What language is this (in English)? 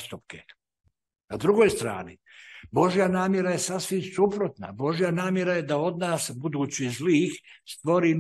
Serbian